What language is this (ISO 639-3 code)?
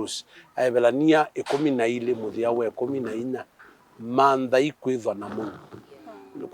kam